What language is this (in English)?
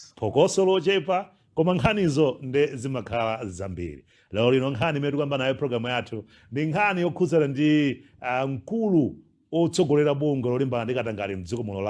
Nyanja